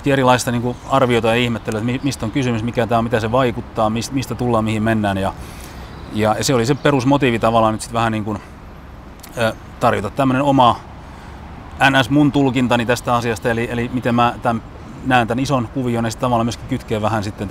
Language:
Finnish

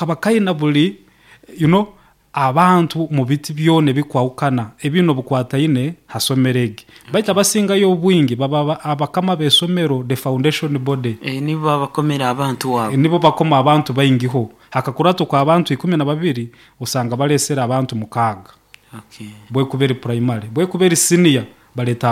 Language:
Nyoro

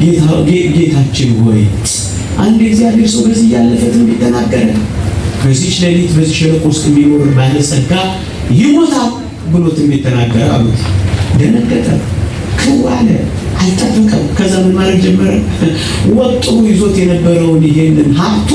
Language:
Amharic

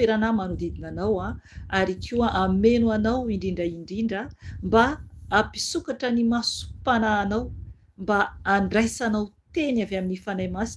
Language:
Malagasy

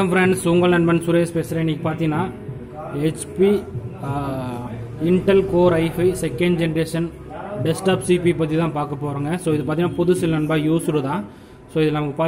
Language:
Tamil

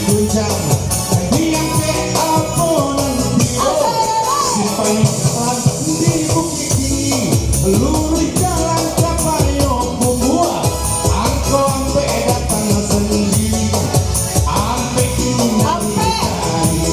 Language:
Minangkabau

